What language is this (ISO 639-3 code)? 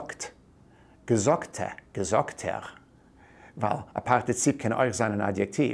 yid